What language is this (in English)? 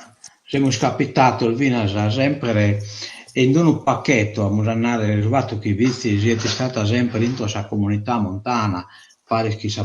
Sardinian